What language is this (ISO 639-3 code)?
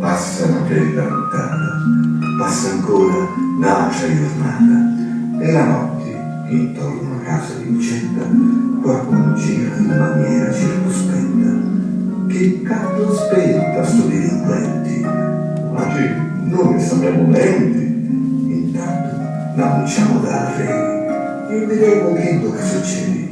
scn